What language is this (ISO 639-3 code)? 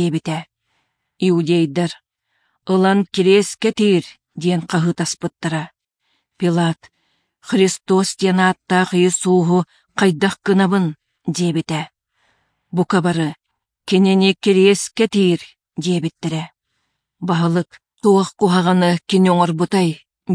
sah